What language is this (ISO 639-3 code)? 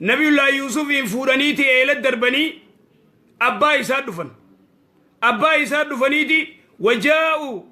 orm